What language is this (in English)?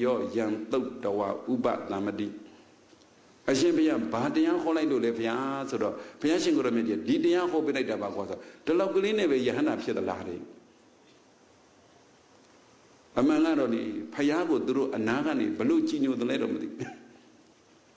Burmese